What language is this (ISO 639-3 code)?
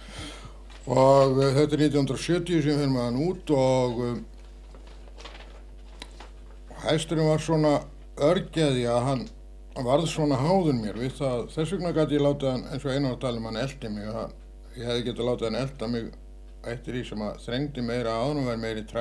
isl